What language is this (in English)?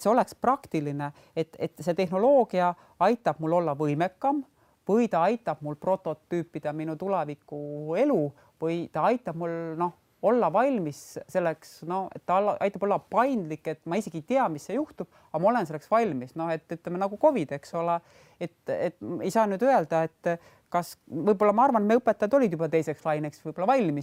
Estonian